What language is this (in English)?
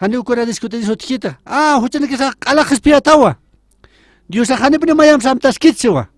Aymara